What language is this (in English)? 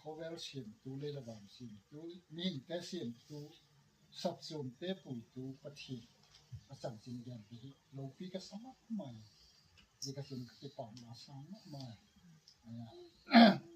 Gangte